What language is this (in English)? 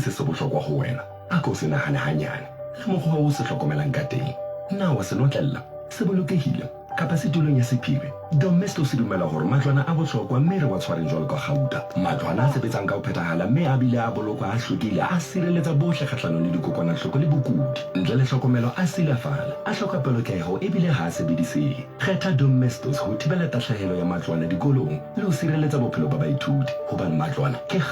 Southern Sotho